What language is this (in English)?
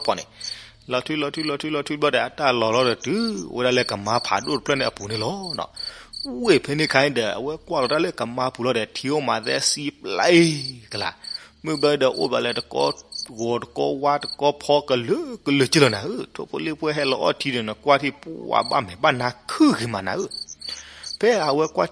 S'gaw Karen